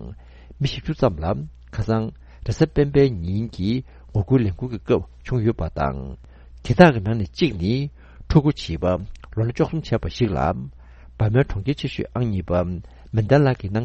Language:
Tibetan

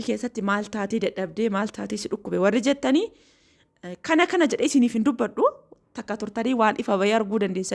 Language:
Oromo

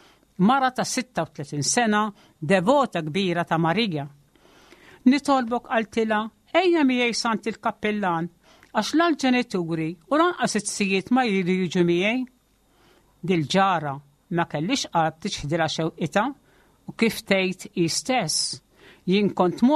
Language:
Maltese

